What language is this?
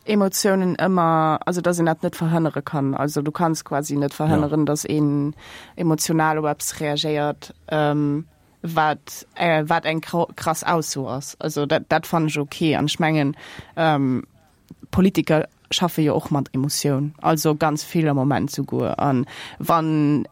Luxembourgish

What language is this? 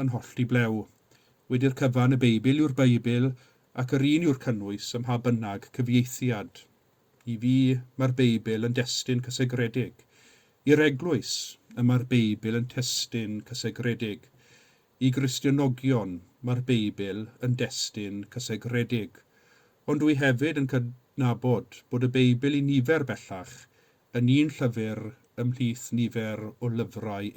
Welsh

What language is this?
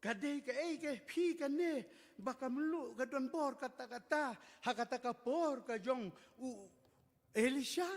Khasi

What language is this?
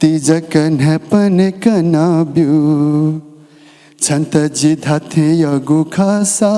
Newari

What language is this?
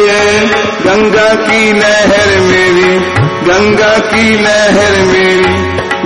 Hindi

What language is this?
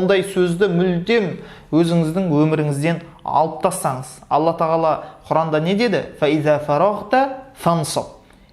Kazakh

